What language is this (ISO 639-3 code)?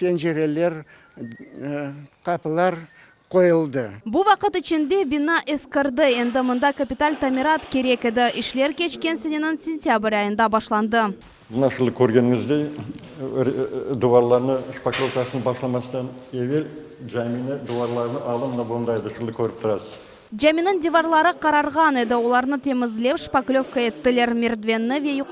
crh